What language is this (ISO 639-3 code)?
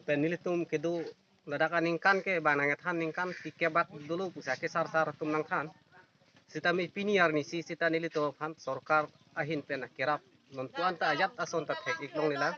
mjw